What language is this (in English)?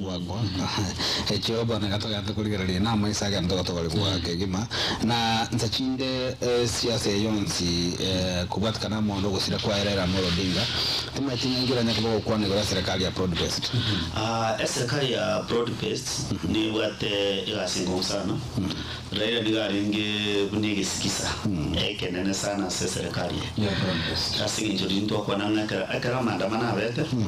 Gusii